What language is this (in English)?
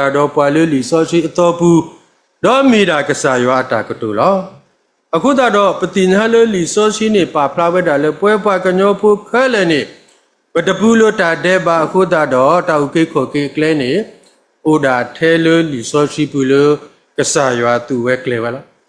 S'gaw Karen